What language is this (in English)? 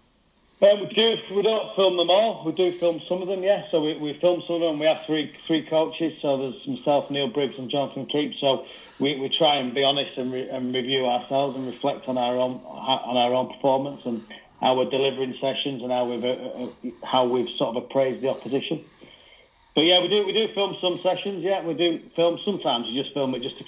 English